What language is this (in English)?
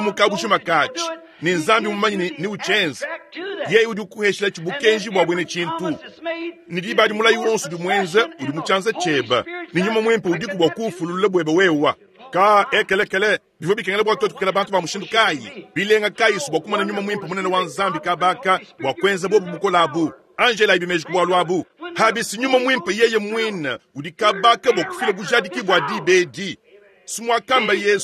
Luba-Lulua